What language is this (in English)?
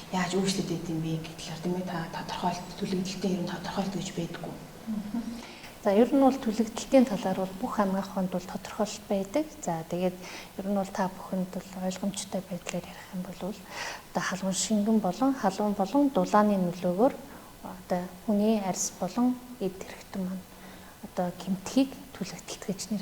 Mongolian